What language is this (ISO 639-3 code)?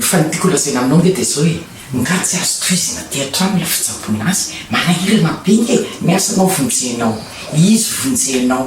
mlg